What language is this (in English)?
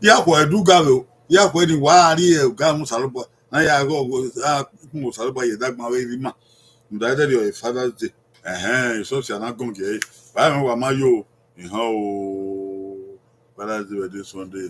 Bini